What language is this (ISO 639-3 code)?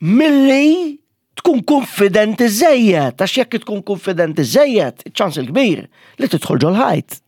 mlt